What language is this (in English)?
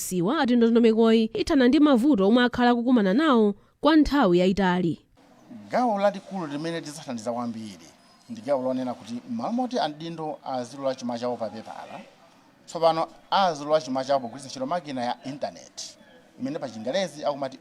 Nyanja